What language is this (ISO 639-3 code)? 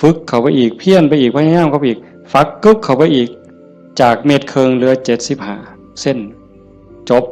tts